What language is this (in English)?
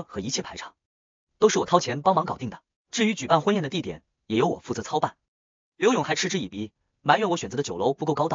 Chinese